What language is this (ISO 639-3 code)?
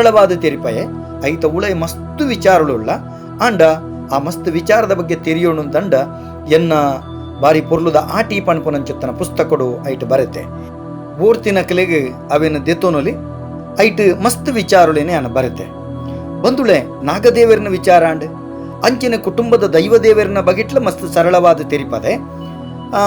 tcy